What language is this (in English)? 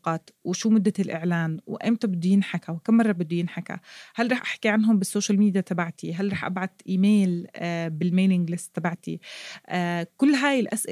North Levantine Arabic